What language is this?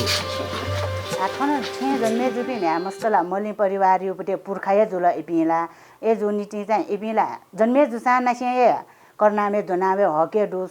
Newari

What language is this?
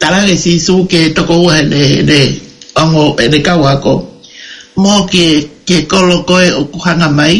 Tongan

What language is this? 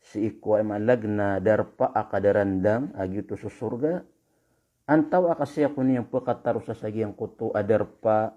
Maranao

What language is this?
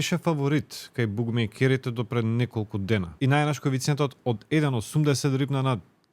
Macedonian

